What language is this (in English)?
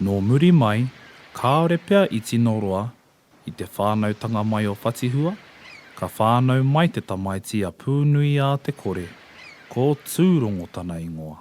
Māori